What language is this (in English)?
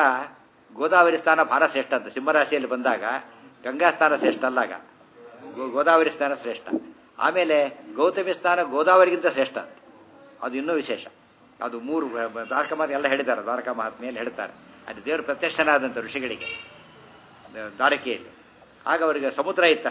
Kannada